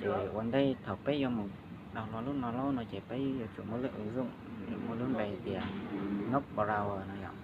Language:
Hmong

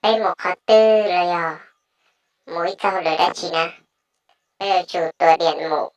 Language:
Hmong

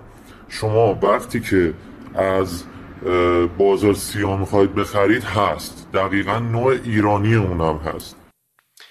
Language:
Persian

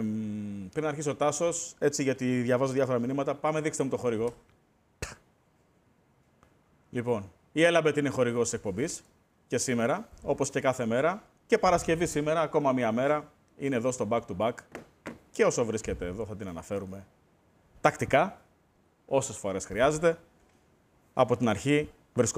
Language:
Greek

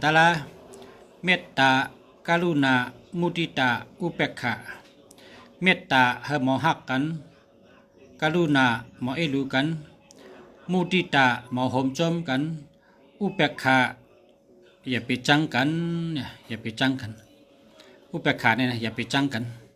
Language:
Shan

